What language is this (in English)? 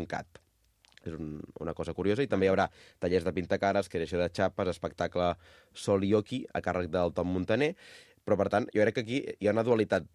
Catalan